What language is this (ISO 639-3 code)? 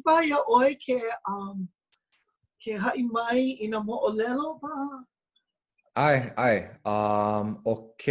haw